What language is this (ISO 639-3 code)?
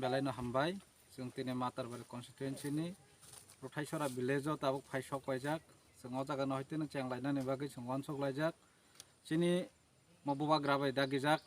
trp